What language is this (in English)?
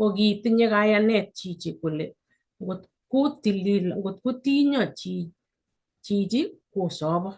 Kalenjin